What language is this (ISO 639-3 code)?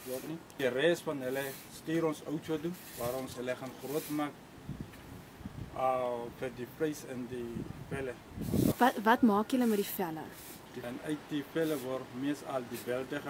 afr